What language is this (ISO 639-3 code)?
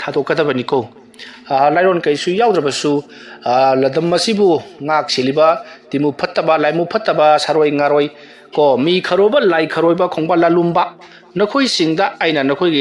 mni